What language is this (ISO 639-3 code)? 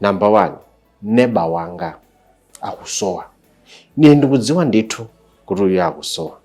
nya